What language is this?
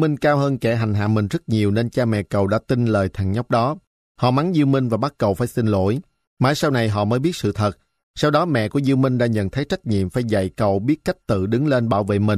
Vietnamese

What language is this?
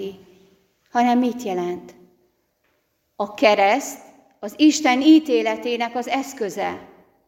Hungarian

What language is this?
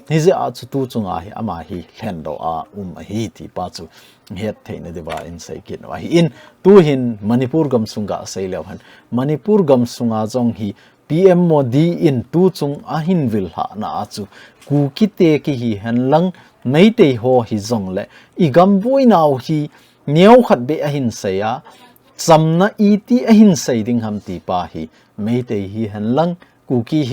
Thado Chin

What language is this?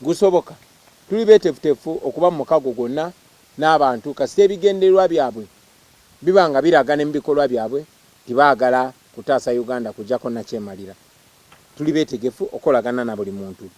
Ganda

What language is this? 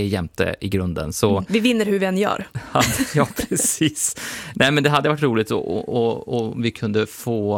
Swedish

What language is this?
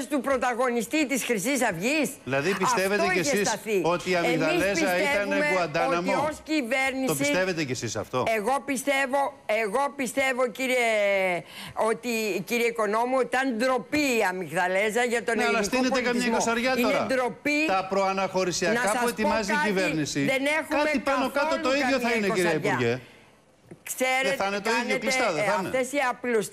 Greek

